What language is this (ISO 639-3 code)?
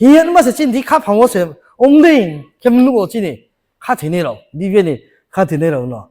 ria